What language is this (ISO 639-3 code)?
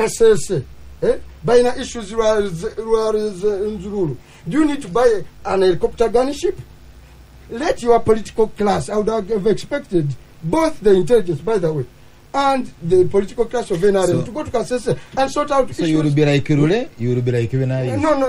lug